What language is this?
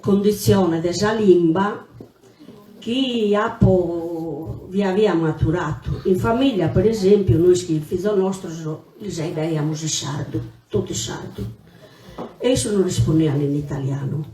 Sardinian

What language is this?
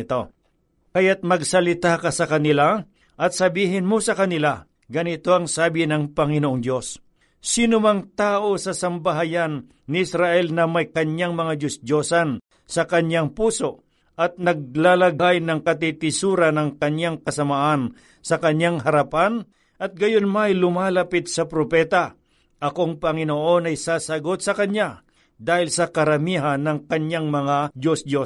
Filipino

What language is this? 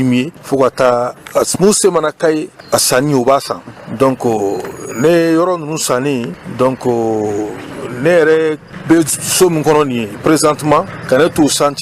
Bambara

